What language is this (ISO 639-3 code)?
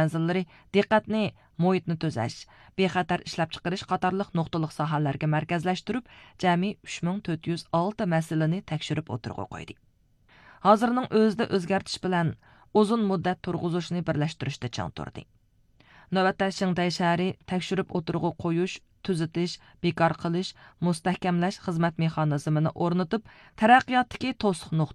uig